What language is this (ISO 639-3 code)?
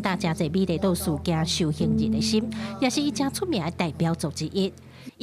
nan